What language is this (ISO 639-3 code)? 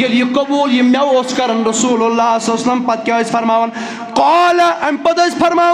kas